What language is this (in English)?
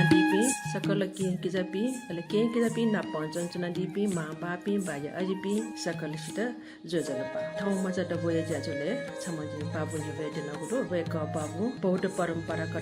Newari